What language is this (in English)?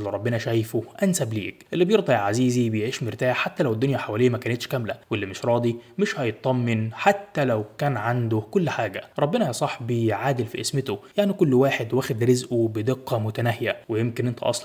Egyptian Arabic